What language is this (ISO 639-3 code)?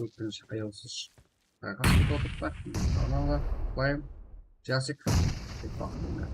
kaa